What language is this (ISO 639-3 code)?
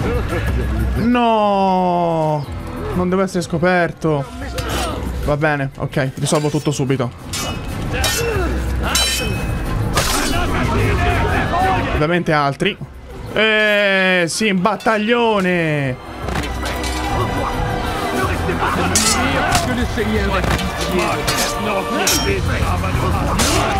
ita